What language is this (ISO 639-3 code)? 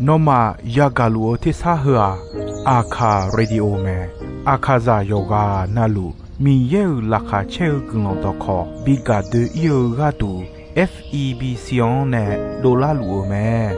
ahk